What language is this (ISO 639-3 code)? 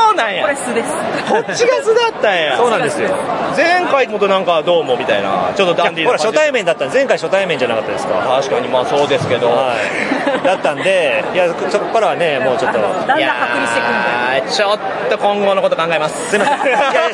jpn